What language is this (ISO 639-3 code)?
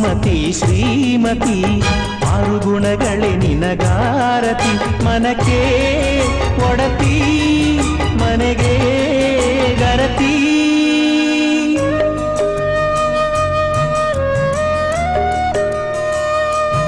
kan